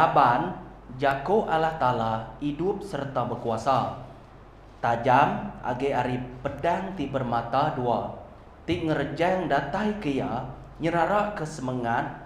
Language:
Iban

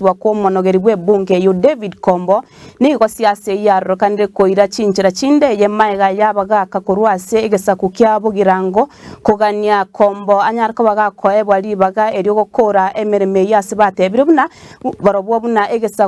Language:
Gusii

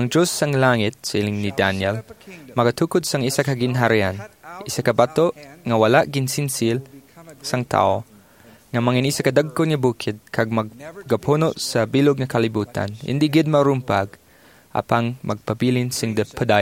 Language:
Hiligaynon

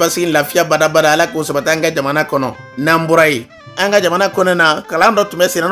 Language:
Bambara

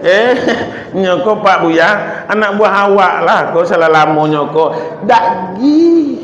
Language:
Minangkabau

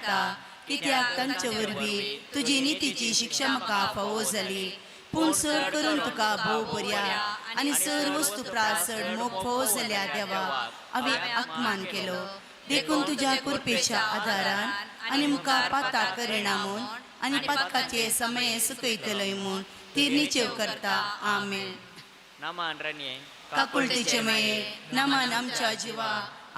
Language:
Konkani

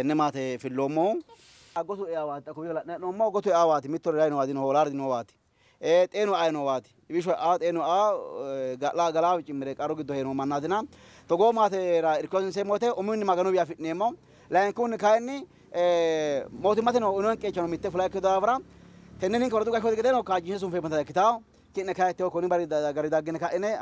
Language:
Sidamo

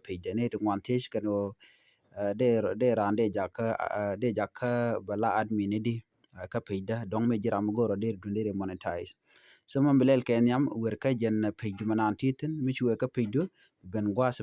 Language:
Nuer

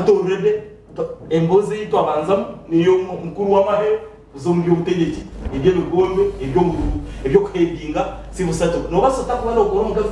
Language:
Nyankole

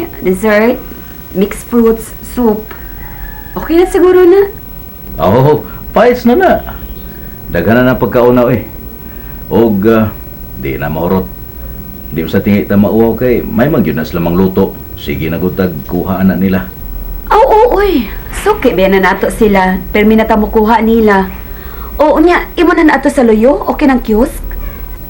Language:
Cebuano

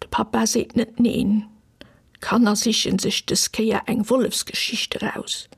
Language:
Luxembourgish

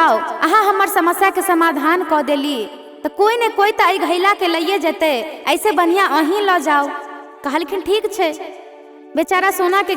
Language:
Maithili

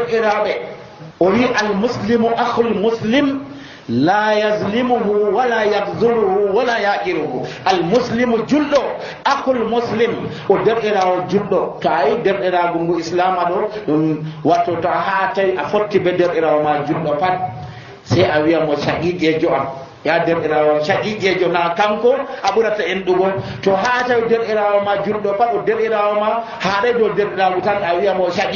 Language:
Nigerian Fulfulde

